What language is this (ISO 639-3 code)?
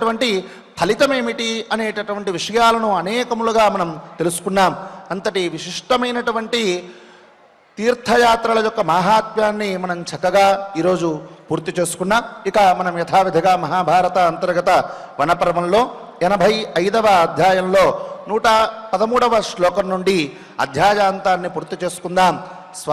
tel